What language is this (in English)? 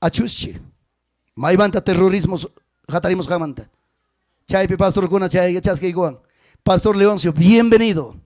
Ayacucho Quechua